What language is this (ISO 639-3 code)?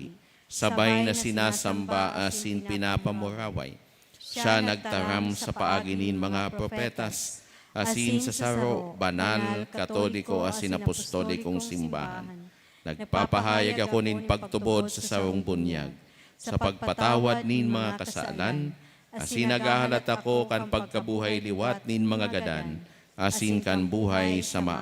bik